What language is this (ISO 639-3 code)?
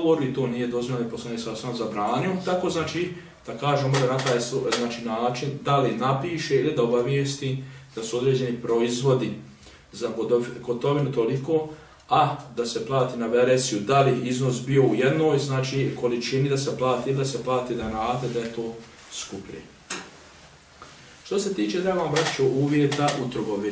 bos